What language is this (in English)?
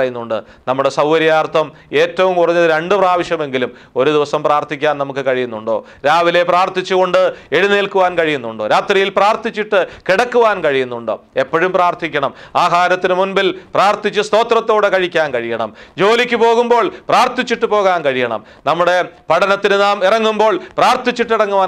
Malayalam